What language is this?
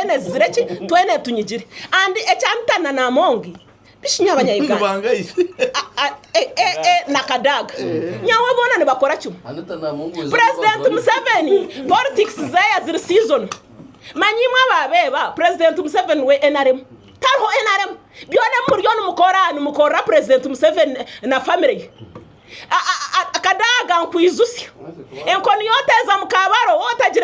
Nyankole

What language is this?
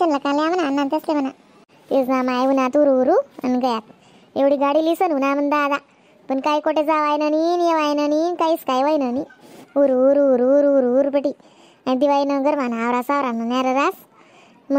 Khandesi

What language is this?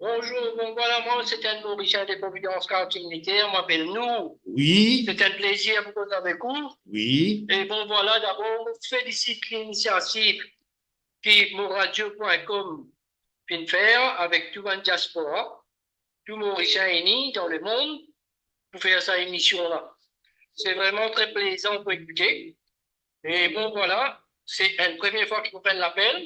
Morisyen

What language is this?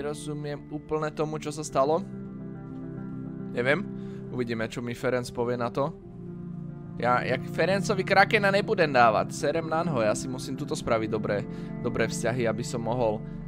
Slovak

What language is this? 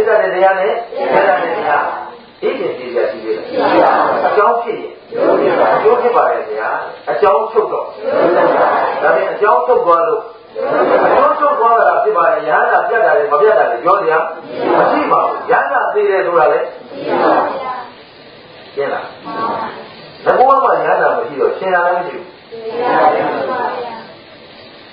Burmese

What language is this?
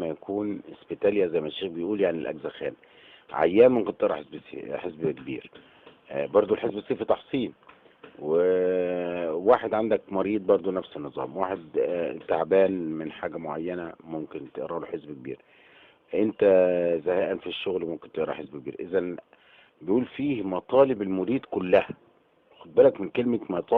Egyptian Arabic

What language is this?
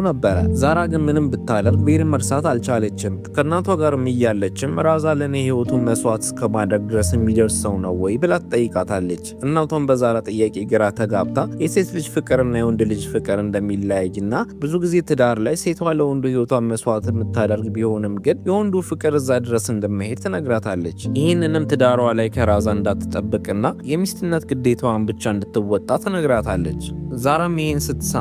Amharic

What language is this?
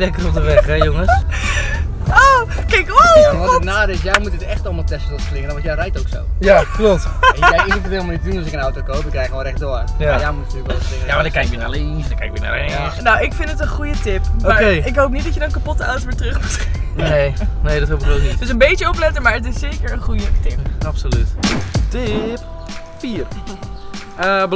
Dutch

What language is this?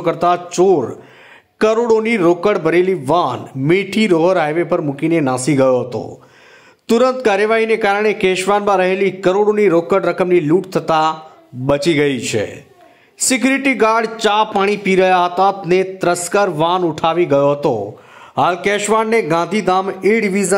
Gujarati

